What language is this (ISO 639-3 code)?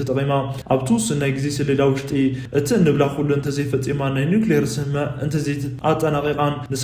tir